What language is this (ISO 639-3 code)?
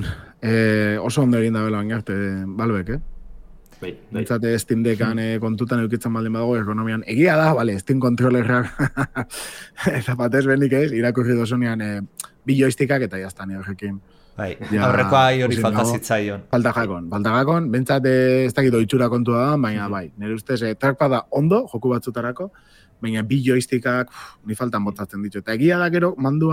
eus